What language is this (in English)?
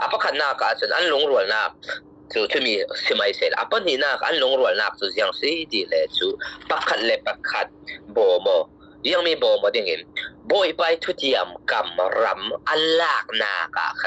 Falam Chin